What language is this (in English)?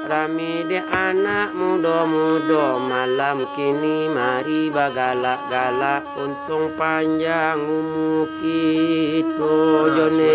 Minangkabau